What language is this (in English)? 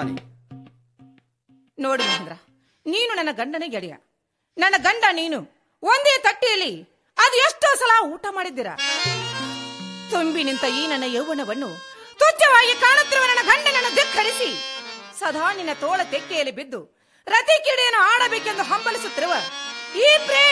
Kannada